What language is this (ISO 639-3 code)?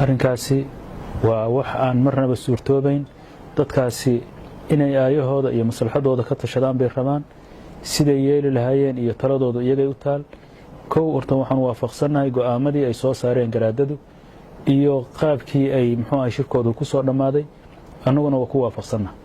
som